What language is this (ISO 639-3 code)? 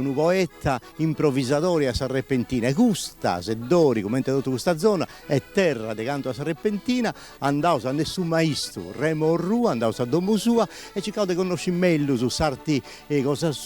srd